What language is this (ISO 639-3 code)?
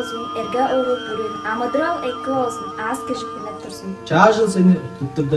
tyv